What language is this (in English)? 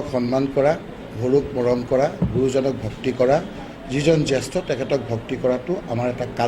Assamese